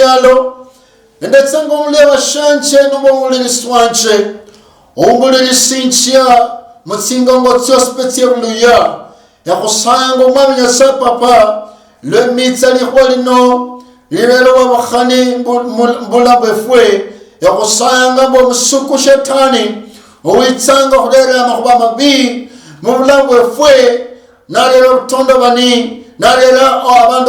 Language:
Luyia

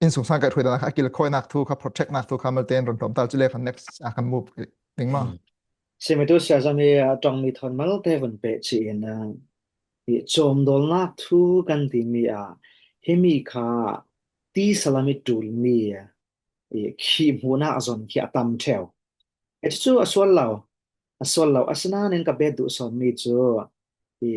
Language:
Falam Chin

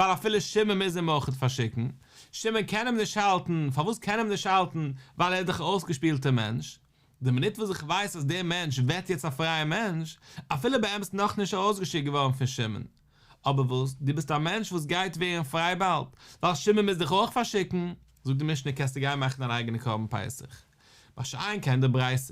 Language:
Yiddish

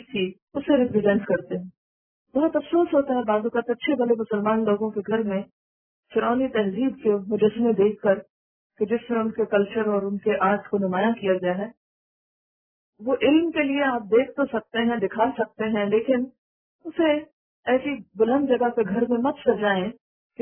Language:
Urdu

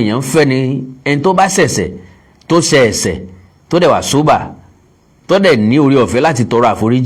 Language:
Yoruba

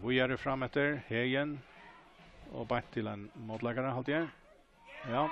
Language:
Faroese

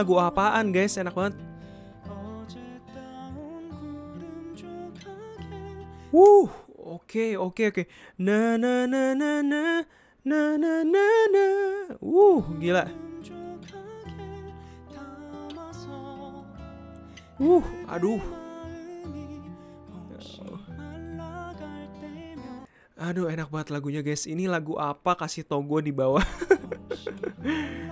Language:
Indonesian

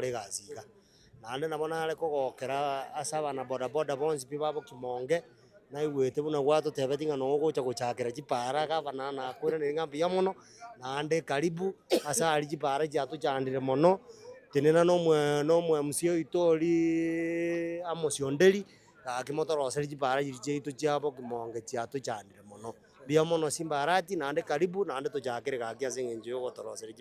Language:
Gusii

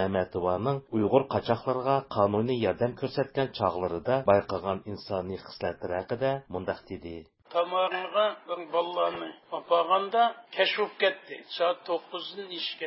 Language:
Uyghur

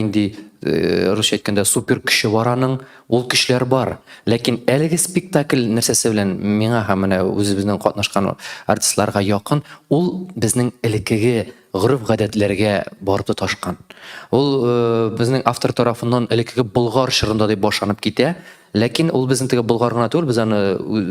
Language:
Tatar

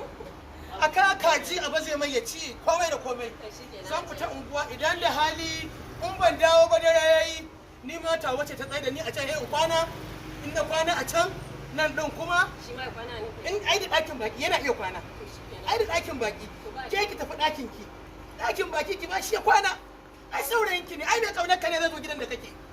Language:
Hausa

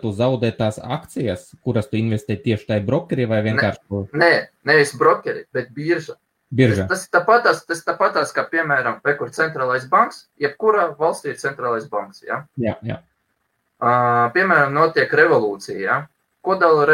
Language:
Latvian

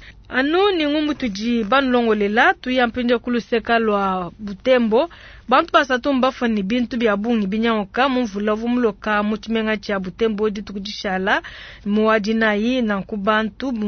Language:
Luba-Lulua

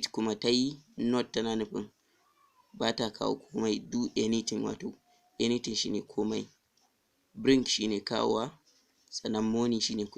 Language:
Hausa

